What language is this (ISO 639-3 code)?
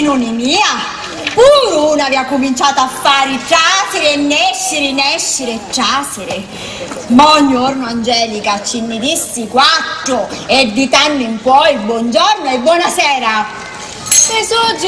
scn